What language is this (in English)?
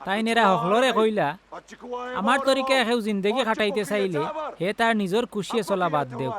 Sylheti